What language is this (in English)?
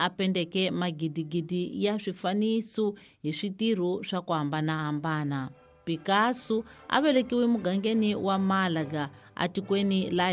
Tsonga